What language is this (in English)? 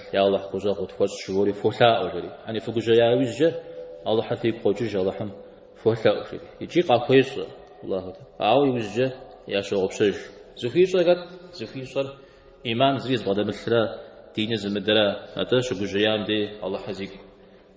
Kabardian